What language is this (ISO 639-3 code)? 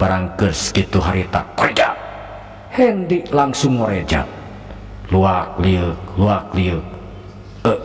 sun